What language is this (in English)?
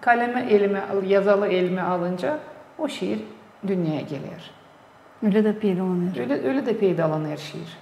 Gagauz